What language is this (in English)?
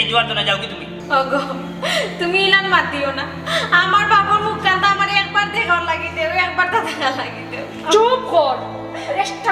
Sylheti